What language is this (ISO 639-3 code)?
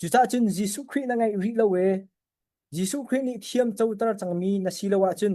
cnh